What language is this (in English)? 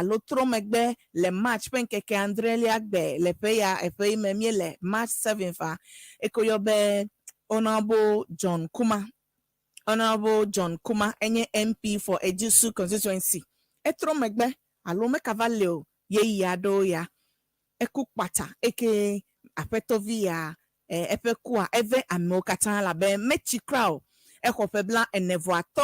Ewe